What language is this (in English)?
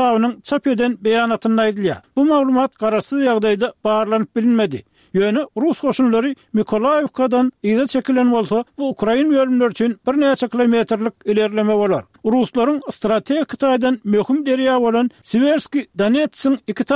Turkmen